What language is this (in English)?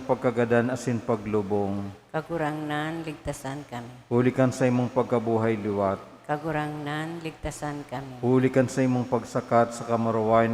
Bikol